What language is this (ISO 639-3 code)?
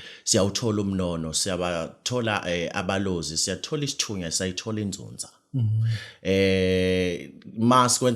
zul